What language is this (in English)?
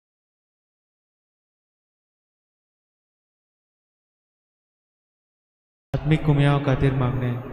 Konkani